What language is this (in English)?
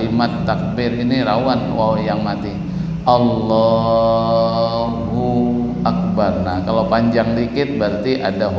Banjar